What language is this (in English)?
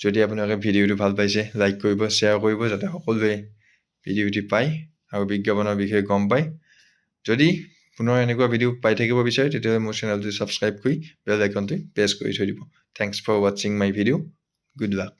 Assamese